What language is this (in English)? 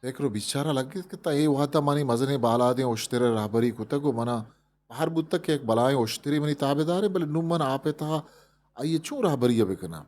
Eastern Balochi